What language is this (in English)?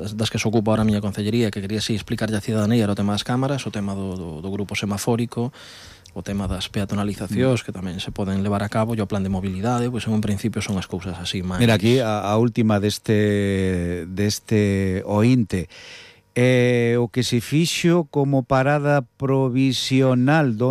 Galician